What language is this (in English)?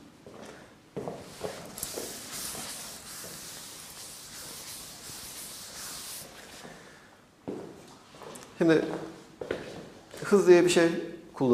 Turkish